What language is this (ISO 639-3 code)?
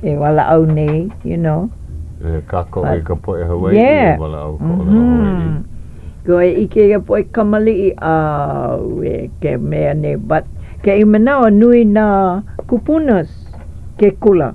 haw